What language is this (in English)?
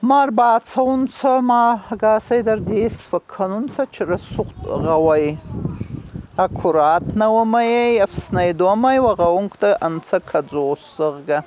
Ossetic